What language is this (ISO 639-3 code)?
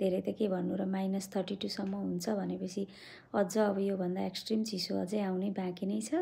nep